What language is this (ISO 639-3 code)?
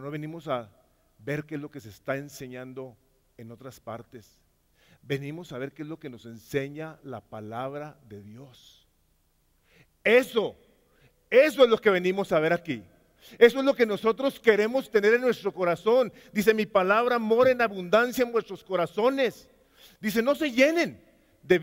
spa